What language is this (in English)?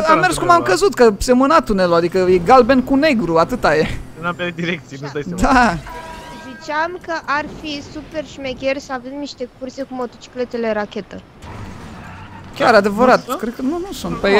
Romanian